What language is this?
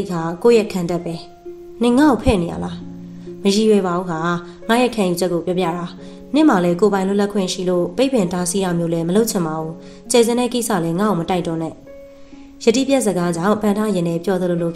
Burmese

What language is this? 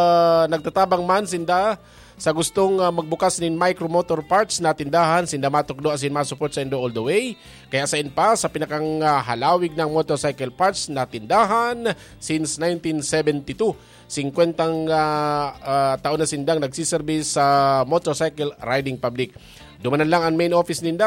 Bikol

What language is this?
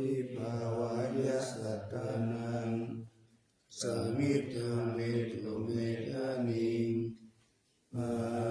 Pali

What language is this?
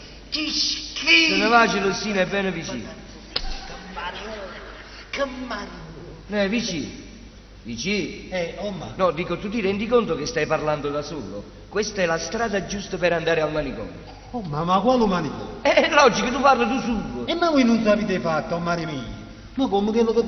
Neapolitan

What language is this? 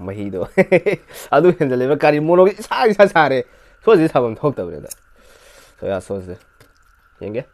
Manipuri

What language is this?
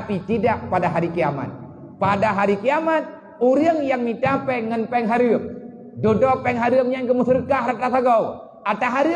Achinese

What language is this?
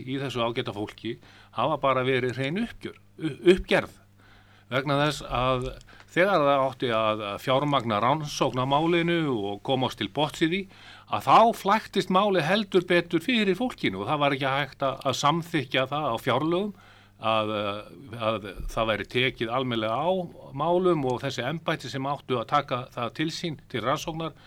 Icelandic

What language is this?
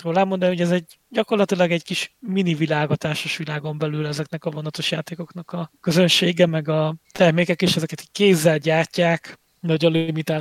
Hungarian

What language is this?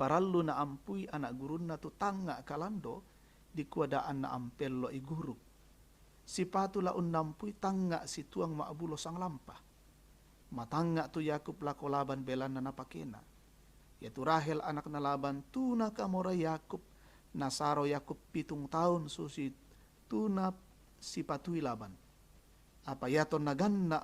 Toraja-Sa'dan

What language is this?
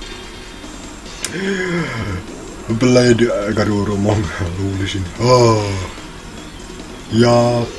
Finnish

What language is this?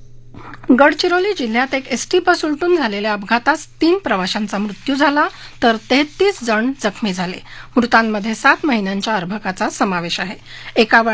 Marathi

